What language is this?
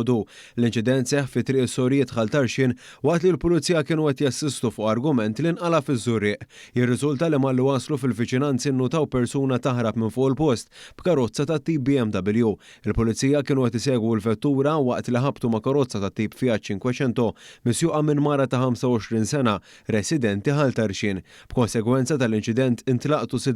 Maltese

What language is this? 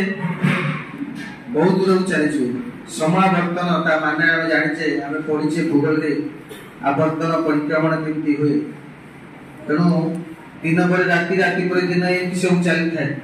Odia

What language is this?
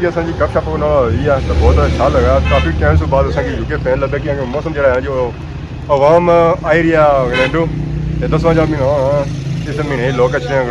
Pahari-Potwari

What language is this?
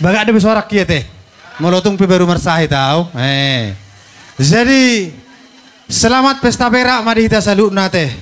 Batak Toba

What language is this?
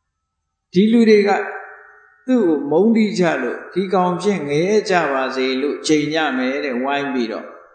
Burmese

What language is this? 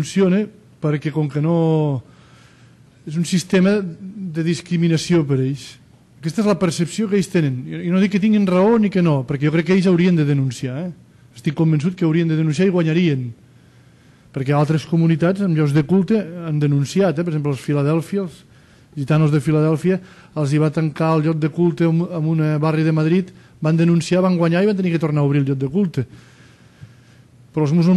Catalan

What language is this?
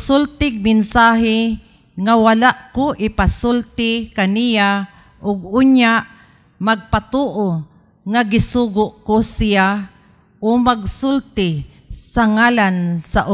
Cebuano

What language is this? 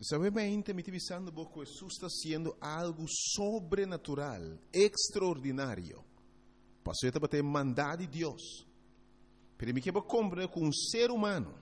Papiamento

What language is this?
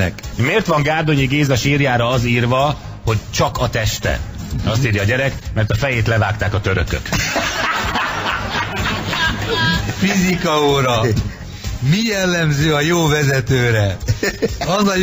Hungarian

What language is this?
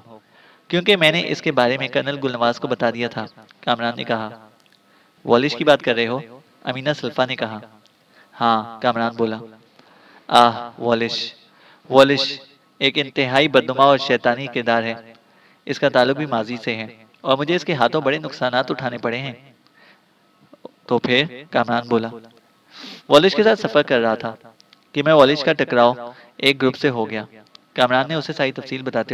Urdu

